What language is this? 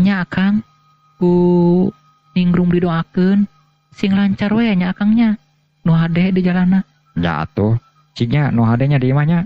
Sundanese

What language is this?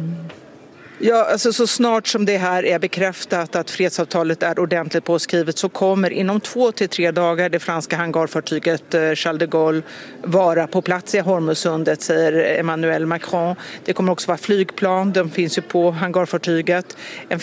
Swedish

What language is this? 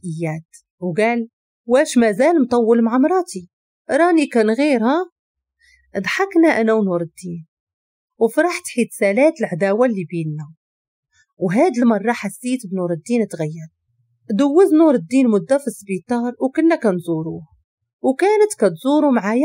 Moroccan Arabic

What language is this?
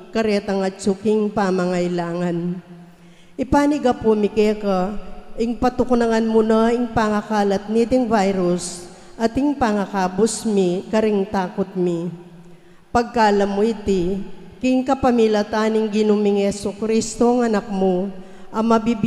Pampanga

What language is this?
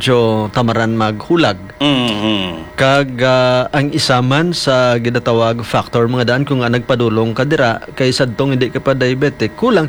Hiligaynon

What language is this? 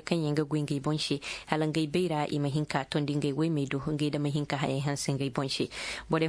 Koyraboro Senni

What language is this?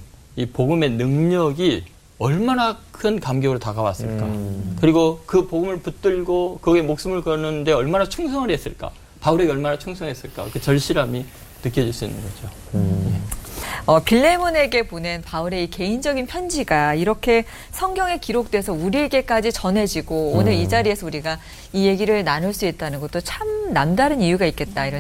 Korean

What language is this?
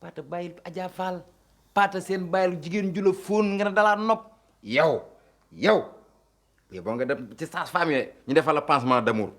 Wolof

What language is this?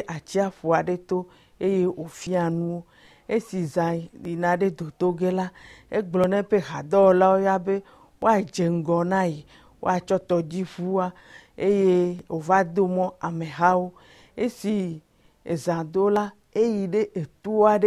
Ewe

